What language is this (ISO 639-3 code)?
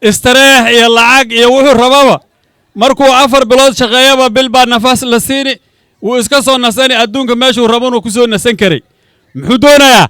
som